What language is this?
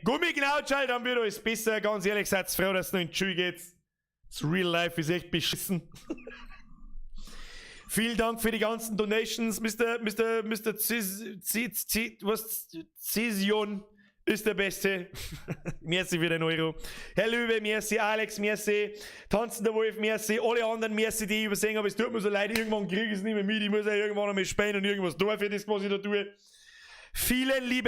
Bavarian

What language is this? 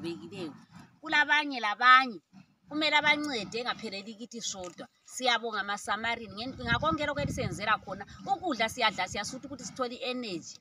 Shona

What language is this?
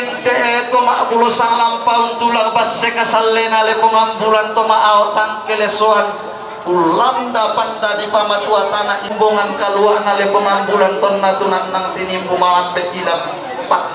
Toraja-Sa'dan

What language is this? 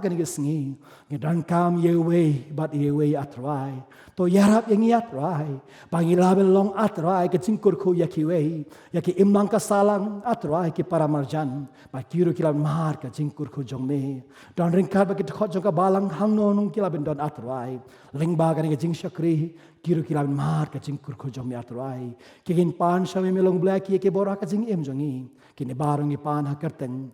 Khasi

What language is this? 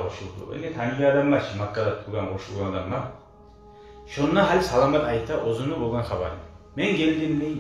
Kumyk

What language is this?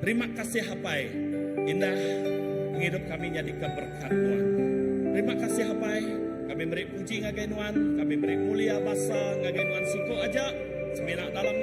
Iban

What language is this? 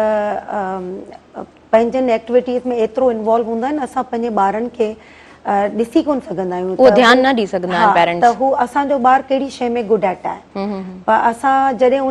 Sindhi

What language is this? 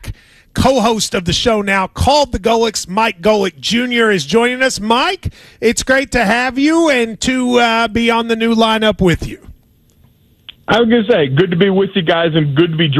English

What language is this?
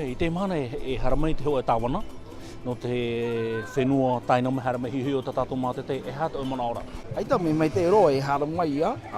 Tahitian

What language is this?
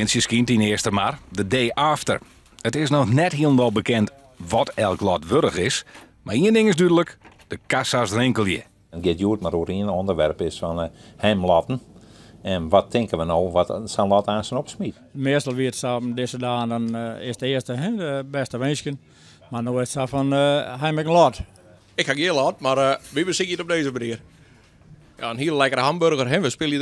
Western Frisian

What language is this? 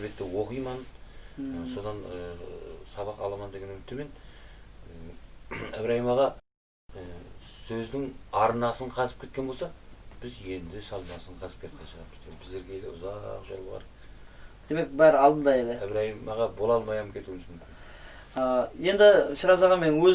Kara-Kalpak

